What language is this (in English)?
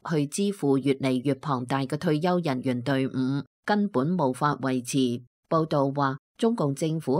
Cantonese